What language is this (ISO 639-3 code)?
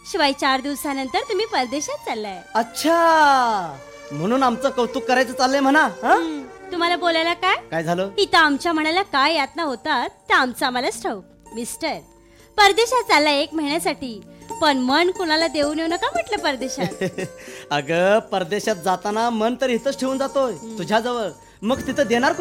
mar